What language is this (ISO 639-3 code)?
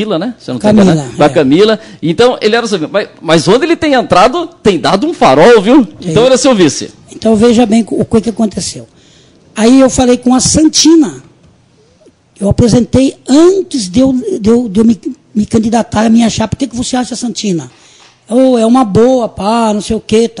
por